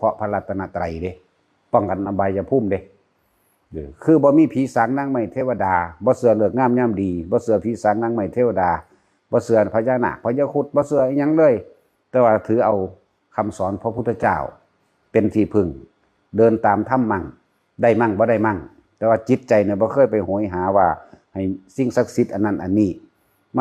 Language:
Northeastern Thai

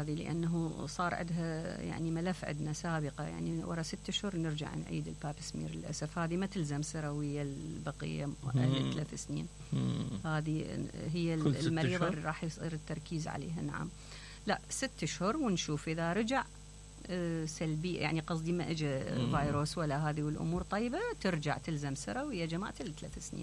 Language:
Mesopotamian Arabic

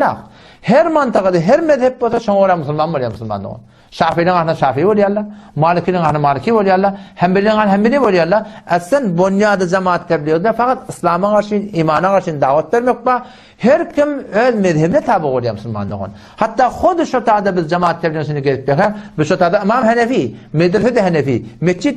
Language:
Turkmen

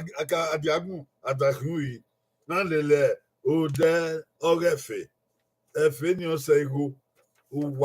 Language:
Bini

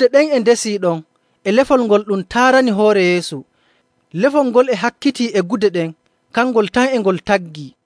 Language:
Nigerian Fulfulde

